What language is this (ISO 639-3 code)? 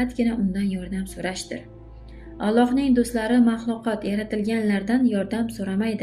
uzb